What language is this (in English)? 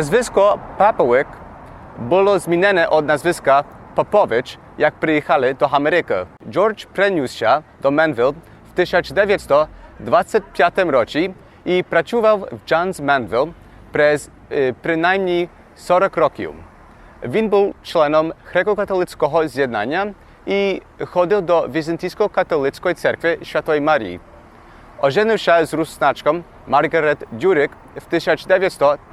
Rusyn